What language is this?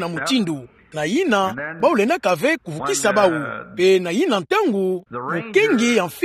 Kituba (Democratic Republic of Congo)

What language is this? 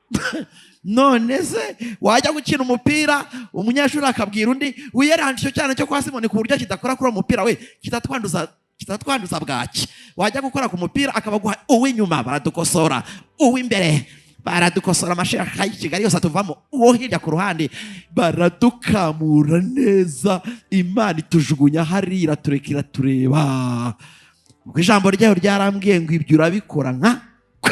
Kinyarwanda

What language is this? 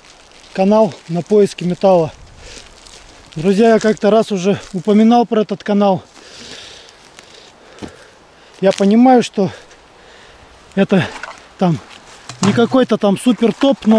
Russian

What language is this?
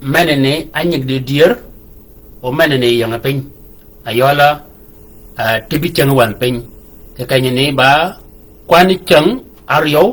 Shilluk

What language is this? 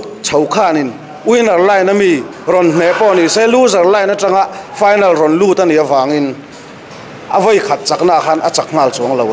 Mizo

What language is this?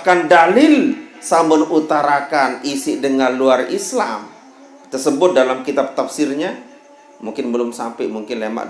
Sasak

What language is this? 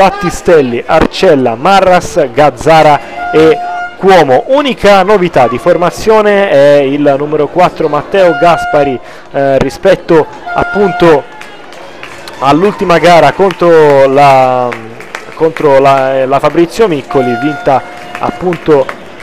Italian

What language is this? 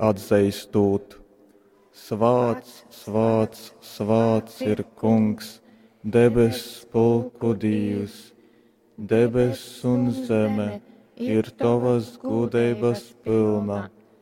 Latgalian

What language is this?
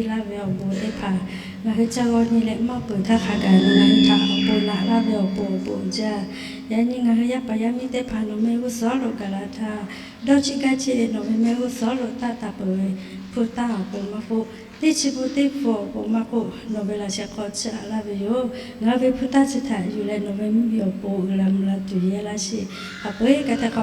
Lahu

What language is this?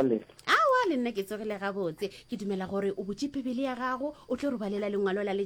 Northern Sotho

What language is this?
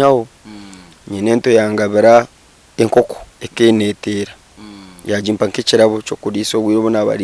Nyankole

